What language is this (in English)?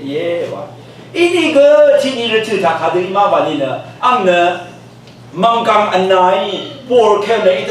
Rawang